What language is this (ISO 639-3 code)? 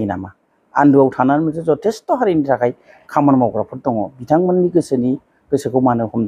brx